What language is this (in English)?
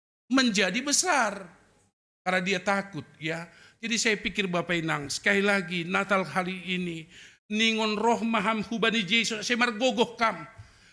Batak Simalungun